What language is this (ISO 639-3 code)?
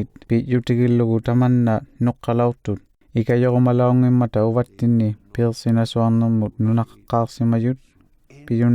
iku